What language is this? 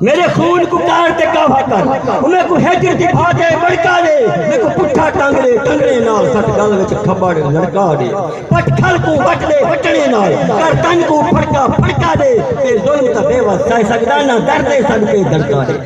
Saraiki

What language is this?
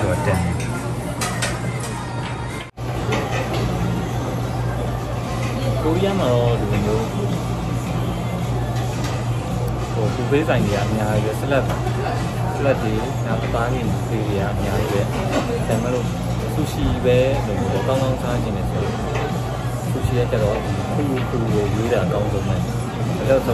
Burmese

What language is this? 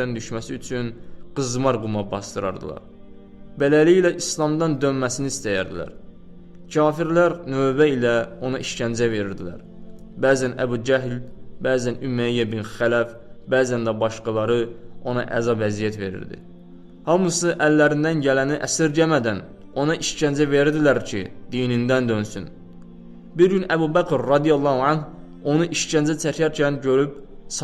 Azerbaijani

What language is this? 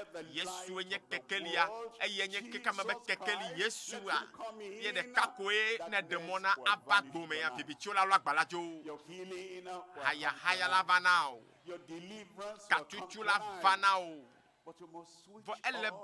Ewe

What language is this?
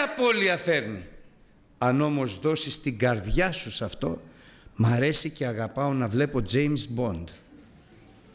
Greek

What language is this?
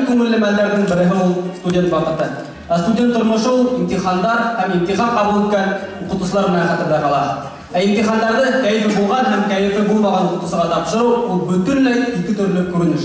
Bashkir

